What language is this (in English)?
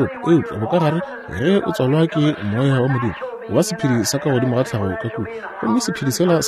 Northern Sotho